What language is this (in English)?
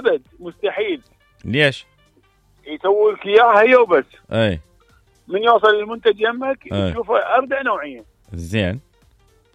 Mesopotamian Arabic